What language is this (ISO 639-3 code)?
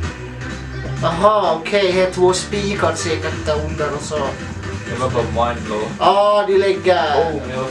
swe